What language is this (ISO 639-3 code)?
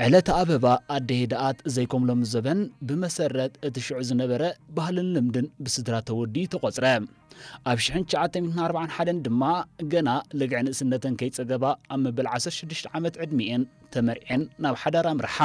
tir